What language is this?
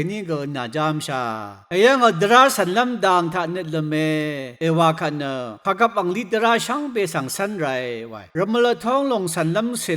Rawang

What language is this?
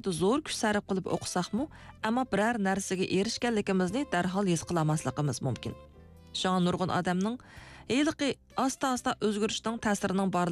Uyghur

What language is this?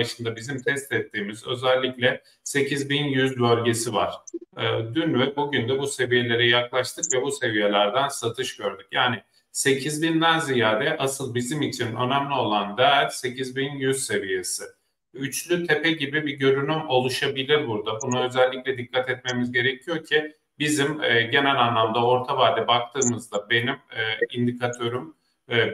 Turkish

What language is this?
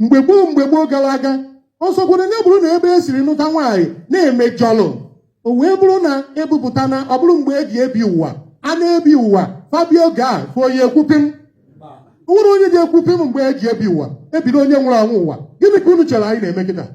Igbo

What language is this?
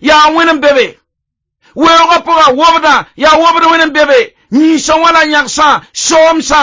Mossi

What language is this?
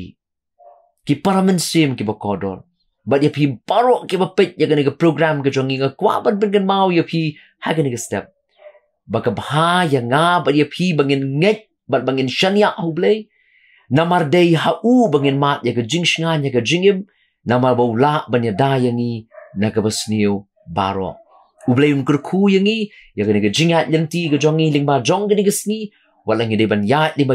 Khasi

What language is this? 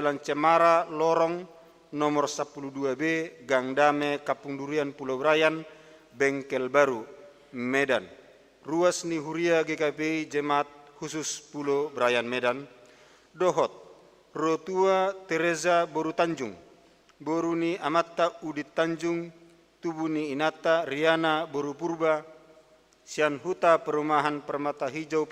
Batak Toba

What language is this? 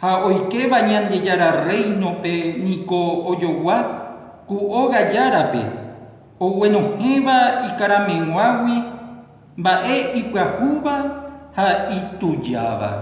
Guarani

